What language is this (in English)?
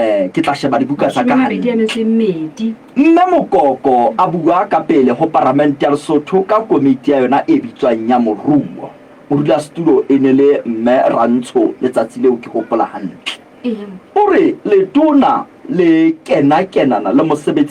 Southern Sotho